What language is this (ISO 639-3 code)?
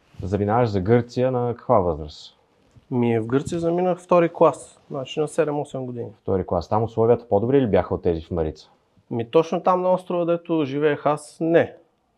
bul